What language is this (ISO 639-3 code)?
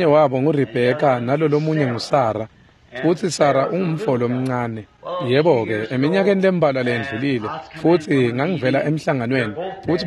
ssw